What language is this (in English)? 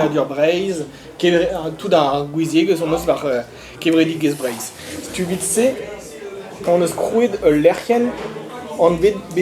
Breton